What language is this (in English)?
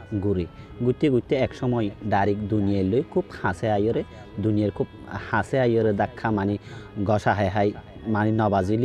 Rohingya